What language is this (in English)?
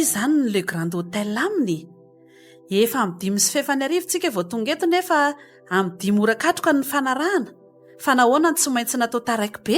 Malagasy